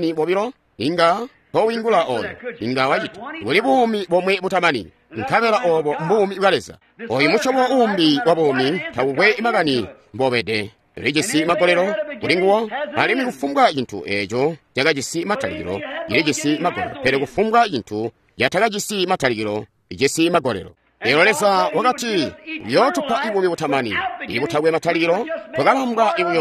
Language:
Tonga (Zambia)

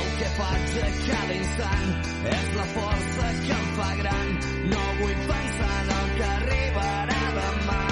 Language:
Catalan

